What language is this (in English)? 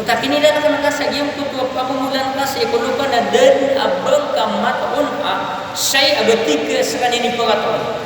Maranao